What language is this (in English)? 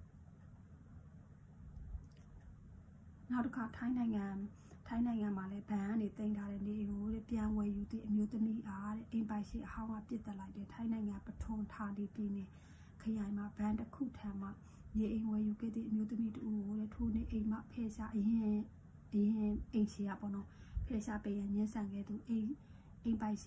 Burmese